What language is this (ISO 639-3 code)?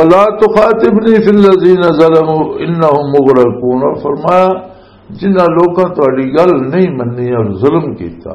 lah